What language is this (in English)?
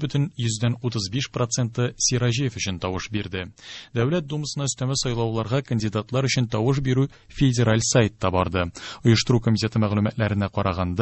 Tatar